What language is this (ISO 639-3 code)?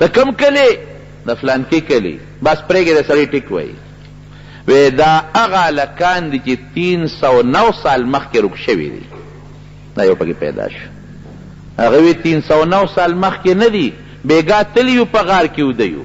pus